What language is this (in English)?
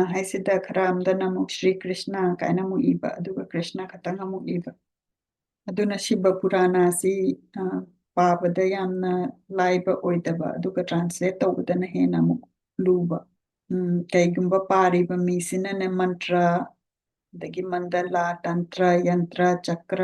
Manipuri